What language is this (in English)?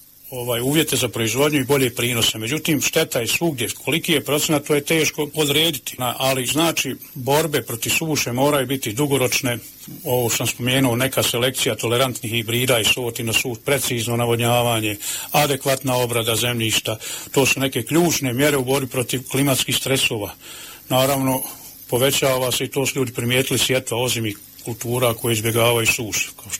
Bosnian